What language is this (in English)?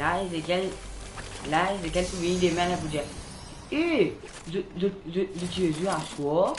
Morisyen